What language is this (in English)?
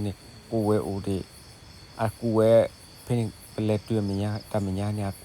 S'gaw Karen